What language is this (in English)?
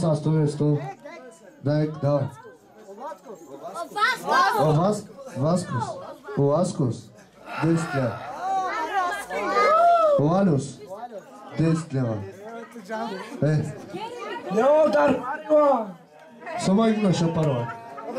Bulgarian